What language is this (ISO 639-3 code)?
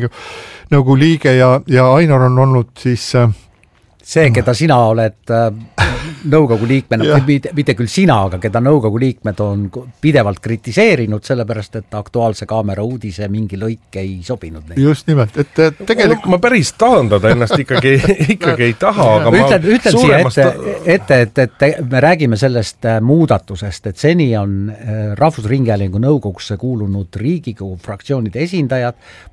est